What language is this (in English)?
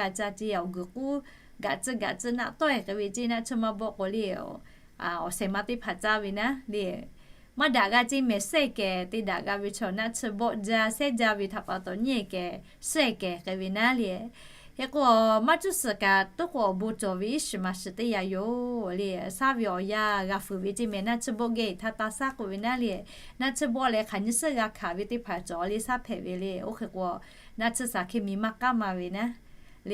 Lahu